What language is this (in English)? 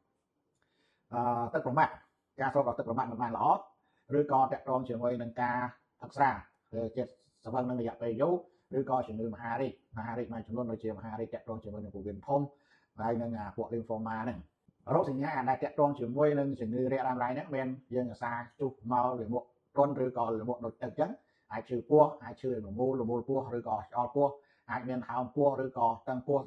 Khmer